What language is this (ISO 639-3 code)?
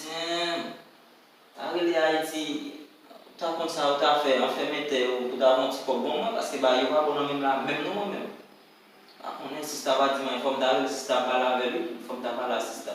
hat